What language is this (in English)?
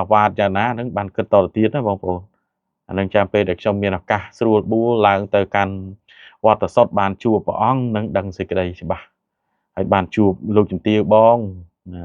Khmer